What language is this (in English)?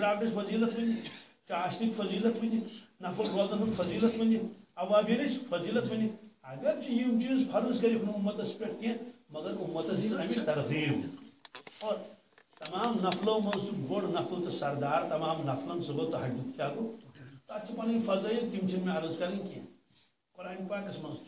Kashmiri